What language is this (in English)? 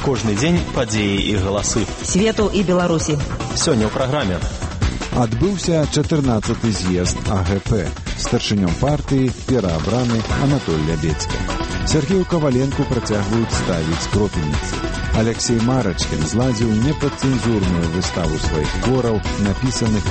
Belarusian